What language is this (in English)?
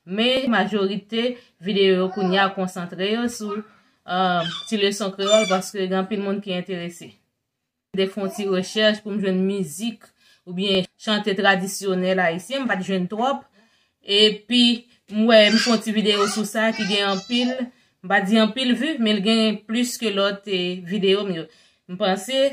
Haitian Creole